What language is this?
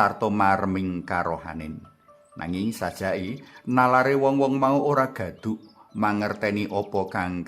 Javanese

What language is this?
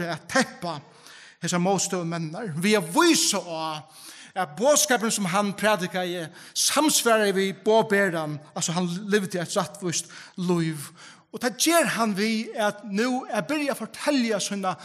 Faroese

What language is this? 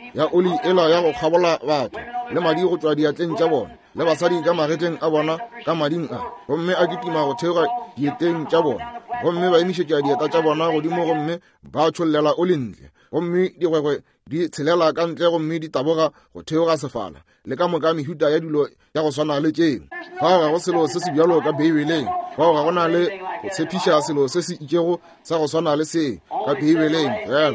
Northern Sotho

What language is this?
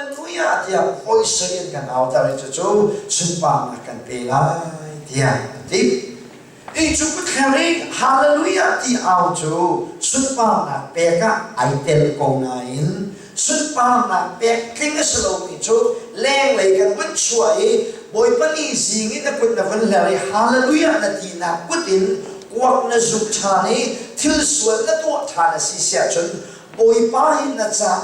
Hakha Chin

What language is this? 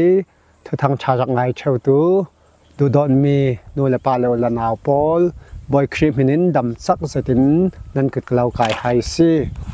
Falam Chin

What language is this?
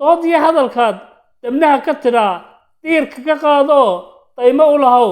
Somali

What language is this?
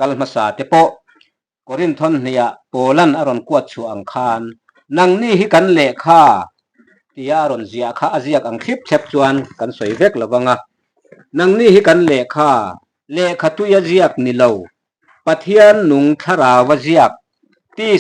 Mizo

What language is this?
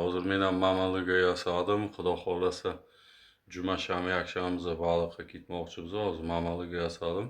Uzbek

